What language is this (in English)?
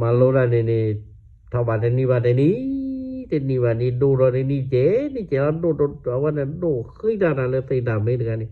S'gaw Karen